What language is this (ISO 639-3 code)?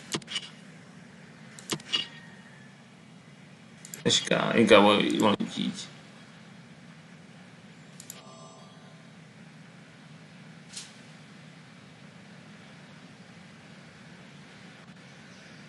hun